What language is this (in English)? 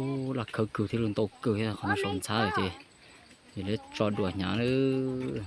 Hmong